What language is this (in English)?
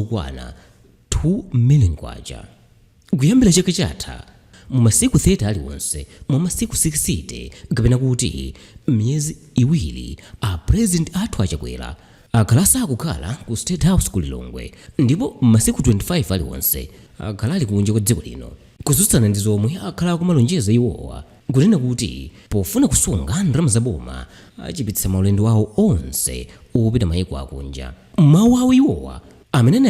Nyanja